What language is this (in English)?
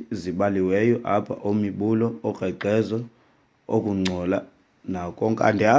Xhosa